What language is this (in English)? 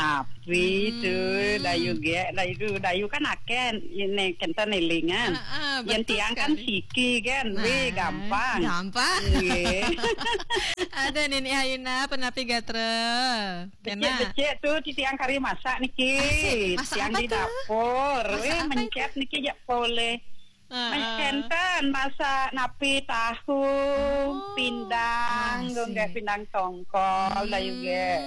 Balinese